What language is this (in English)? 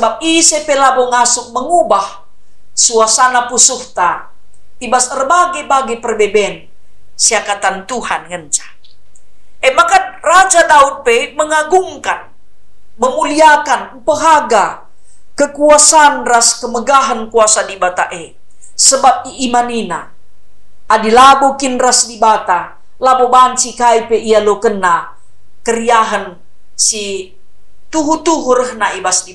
Batak Karo